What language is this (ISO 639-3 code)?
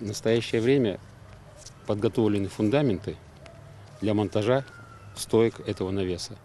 crh